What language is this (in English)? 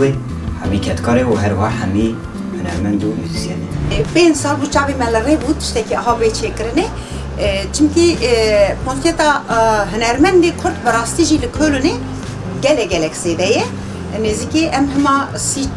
Kurdish